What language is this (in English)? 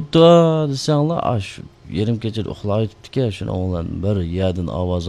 Uyghur